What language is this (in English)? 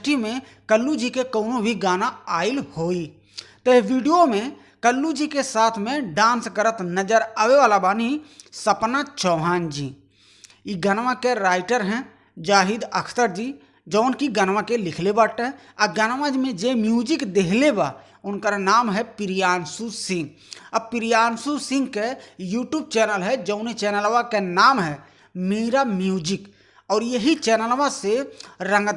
Bhojpuri